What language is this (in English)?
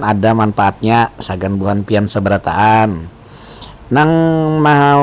Banjar